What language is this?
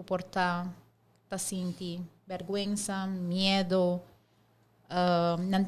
Papiamento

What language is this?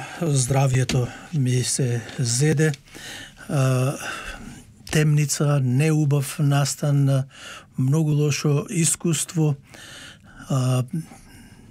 Macedonian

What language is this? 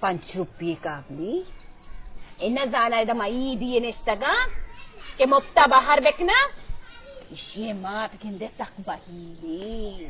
Baluchi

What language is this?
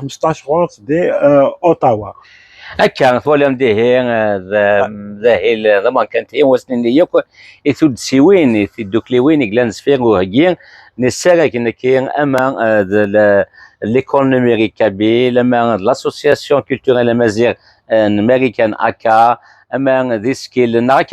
Kabyle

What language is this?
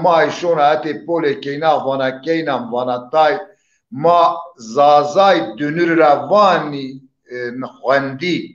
Zaza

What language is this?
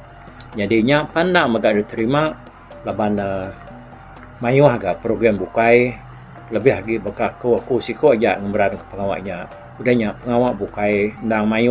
Iban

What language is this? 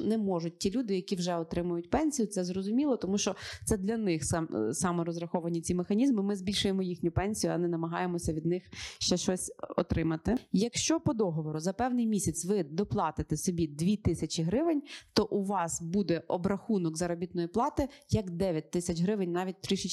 Ukrainian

